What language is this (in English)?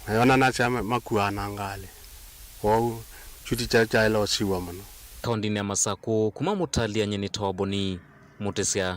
Kamba